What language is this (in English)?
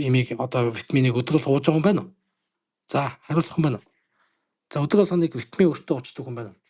Mongolian